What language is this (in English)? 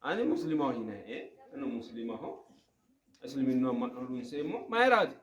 Sidamo